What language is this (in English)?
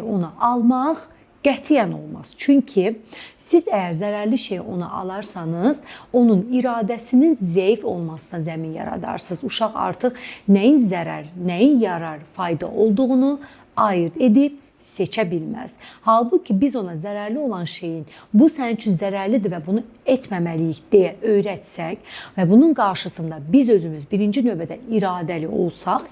Azerbaijani